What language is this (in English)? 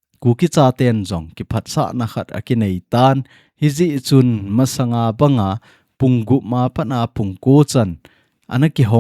Thado Chin